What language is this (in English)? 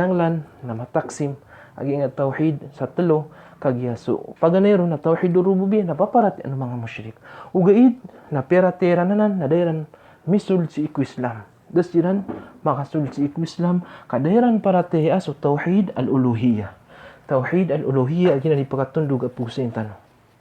Maranao